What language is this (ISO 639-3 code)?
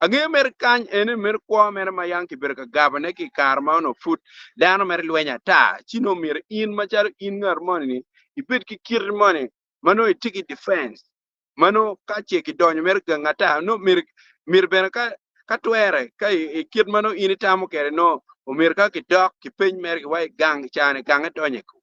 ach